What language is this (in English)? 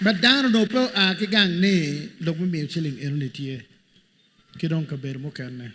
Acoli